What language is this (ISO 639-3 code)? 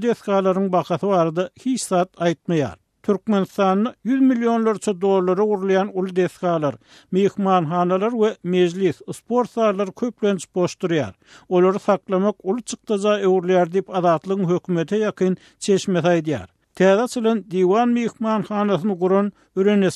tuk